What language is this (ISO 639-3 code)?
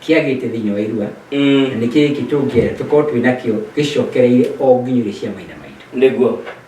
kik